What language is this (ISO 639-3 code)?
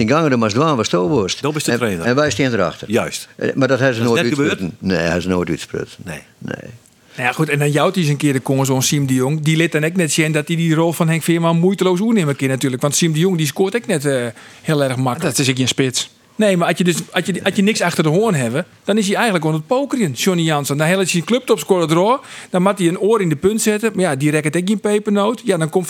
fry